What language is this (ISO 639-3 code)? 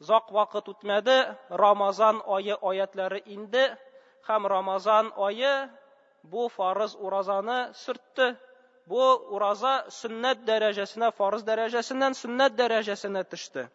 tat